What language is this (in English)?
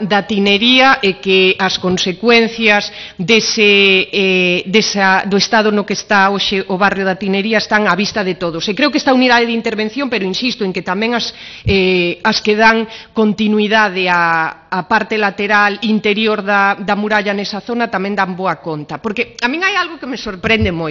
Galician